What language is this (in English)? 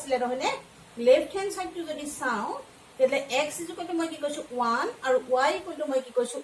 Assamese